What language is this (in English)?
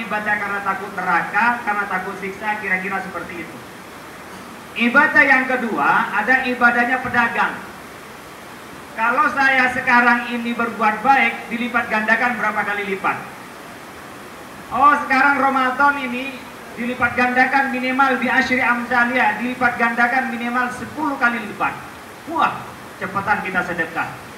Indonesian